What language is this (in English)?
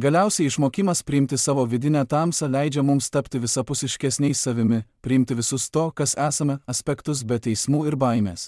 Lithuanian